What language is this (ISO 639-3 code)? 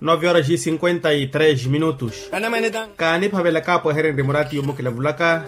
vmw